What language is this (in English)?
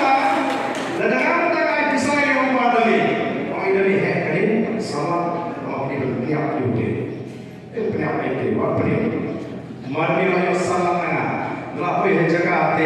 Khasi